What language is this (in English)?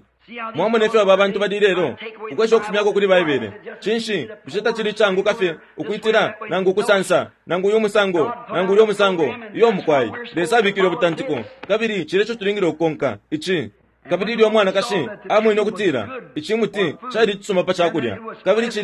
Bemba